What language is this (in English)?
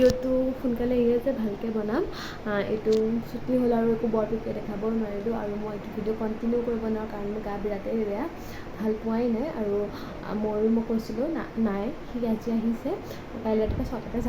Assamese